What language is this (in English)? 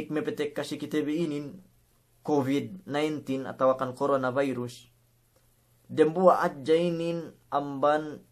Yakan